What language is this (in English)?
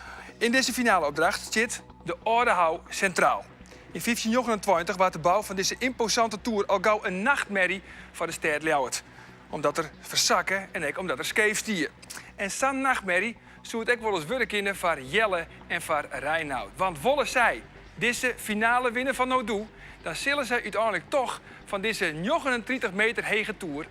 Western Frisian